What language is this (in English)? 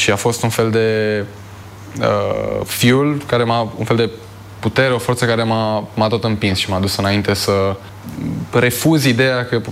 Romanian